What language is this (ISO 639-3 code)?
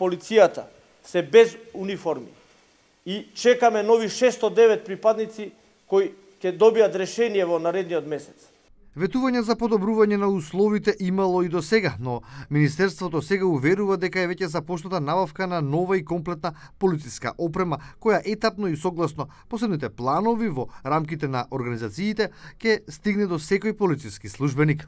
mkd